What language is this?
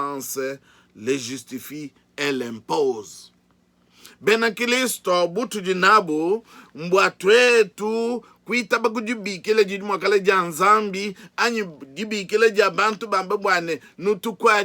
Luba-Lulua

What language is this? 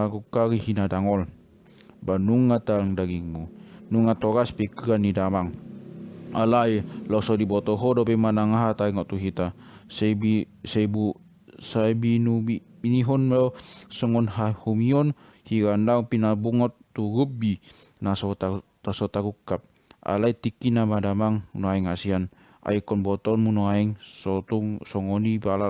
Batak Toba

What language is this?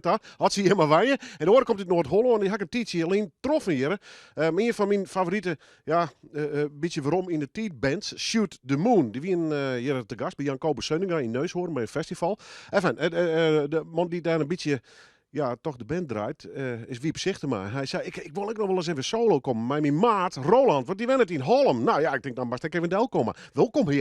Western Frisian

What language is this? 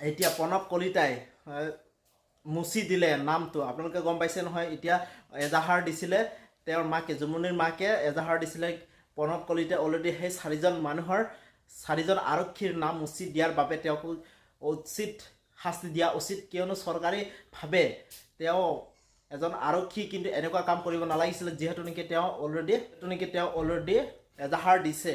Assamese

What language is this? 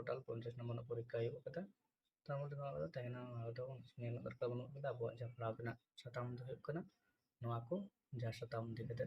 Santali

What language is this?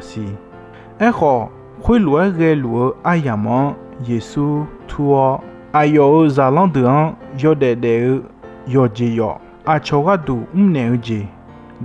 Akha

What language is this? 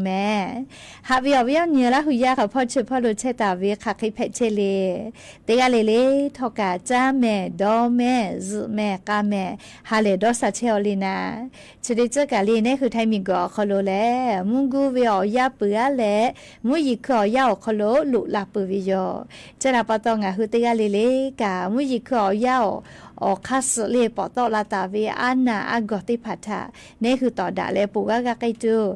Lahu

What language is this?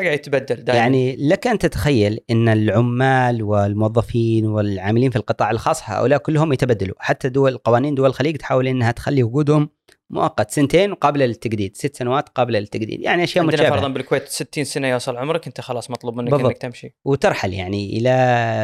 Gulf Arabic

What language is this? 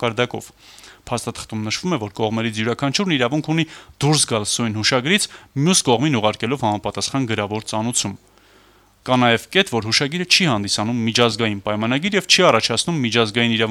Armenian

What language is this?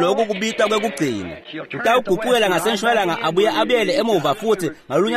Swati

